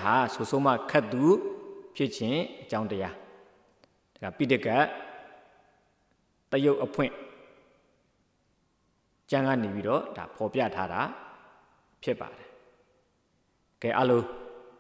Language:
Burmese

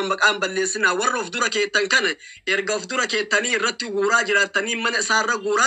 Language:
Oromo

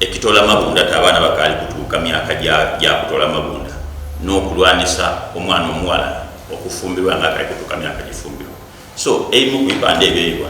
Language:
Soga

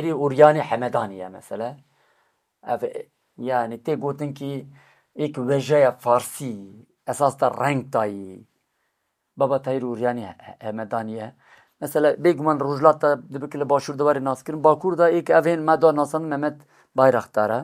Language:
Kurdish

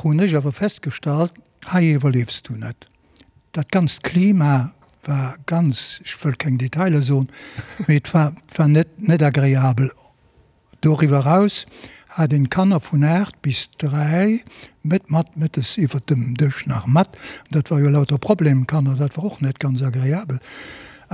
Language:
Luxembourgish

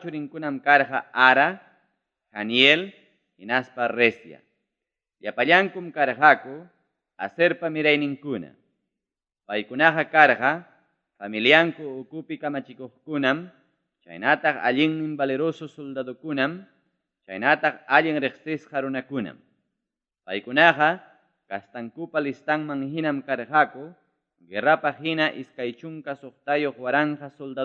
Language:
Ayacucho Quechua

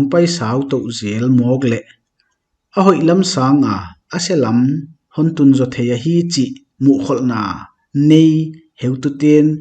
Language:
Paite Chin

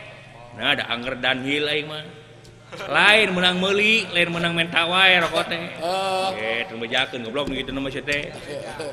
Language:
Sundanese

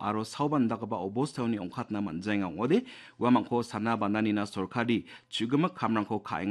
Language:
Garo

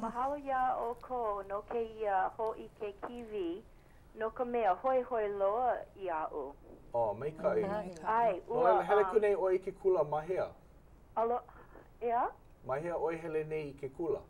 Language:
Hawaiian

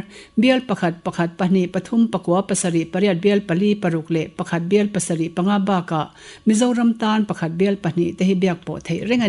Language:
Mizo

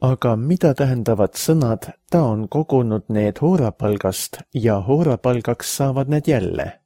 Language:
Estonian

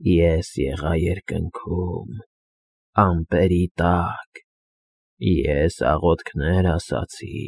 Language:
Armenian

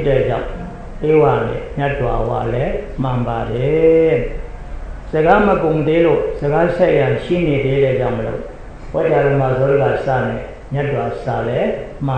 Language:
Burmese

